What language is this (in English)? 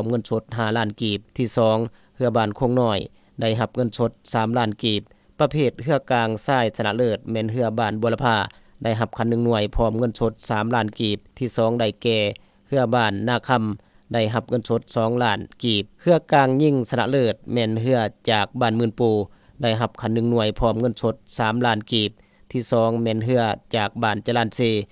Lao